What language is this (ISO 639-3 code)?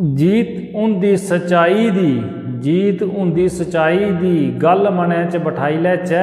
doi